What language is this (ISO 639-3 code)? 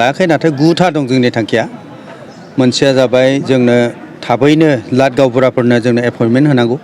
brx